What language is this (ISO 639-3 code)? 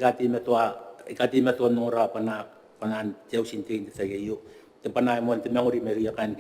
gil